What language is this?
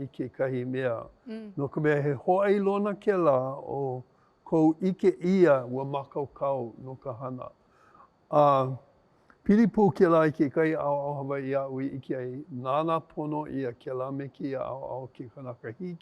Hawaiian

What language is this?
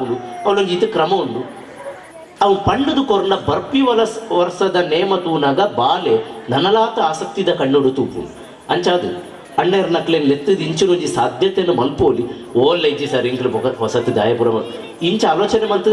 Tulu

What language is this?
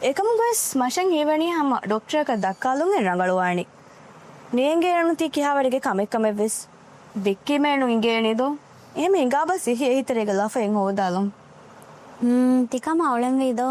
Divehi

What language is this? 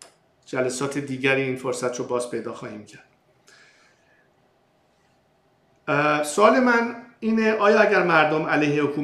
Persian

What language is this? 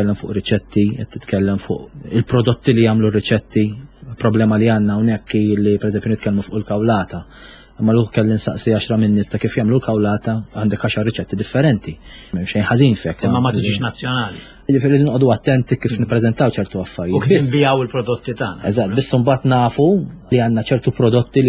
Maltese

